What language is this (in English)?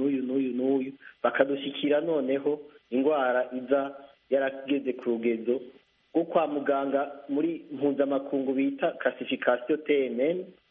Kinyarwanda